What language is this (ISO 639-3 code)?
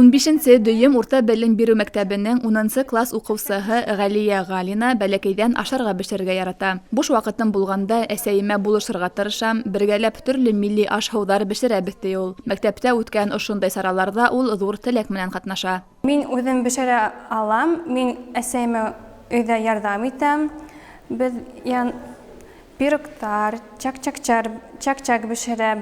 bak